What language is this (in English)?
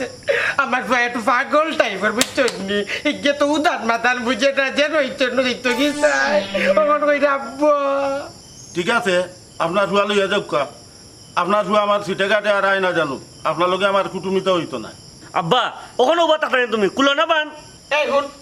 Sylheti